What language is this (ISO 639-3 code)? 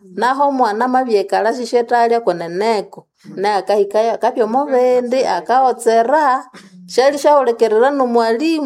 nnb